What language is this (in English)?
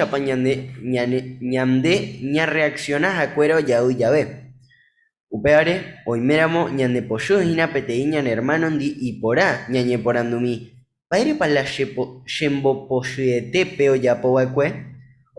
Guarani